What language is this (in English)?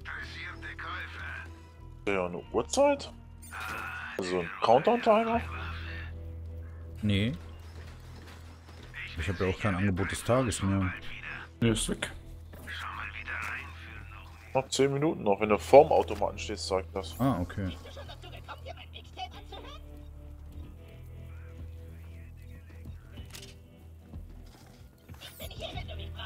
German